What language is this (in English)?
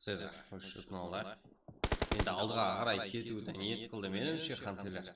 Kara-Kalpak